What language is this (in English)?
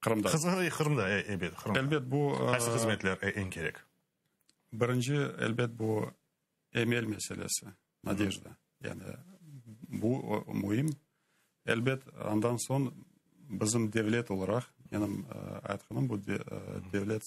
Crimean Tatar